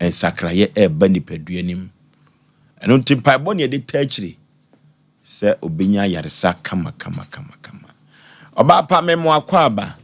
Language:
Akan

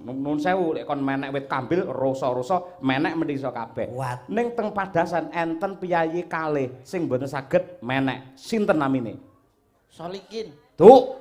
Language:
Javanese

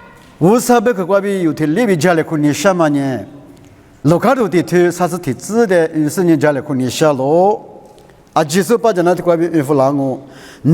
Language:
Lisu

